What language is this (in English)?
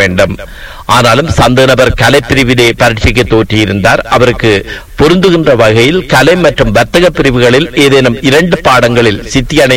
Tamil